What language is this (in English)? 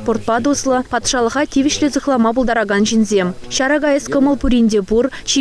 Chuvash